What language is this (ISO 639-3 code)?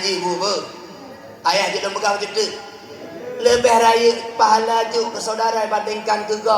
ace